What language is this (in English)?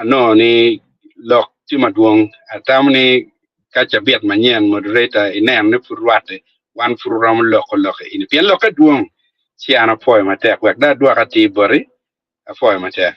Acoli